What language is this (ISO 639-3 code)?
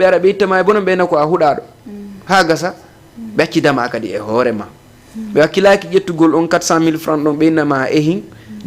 ful